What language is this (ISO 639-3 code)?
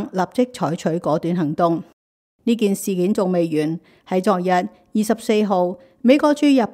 yue